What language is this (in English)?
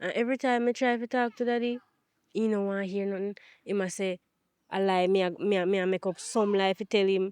Jamaican Creole English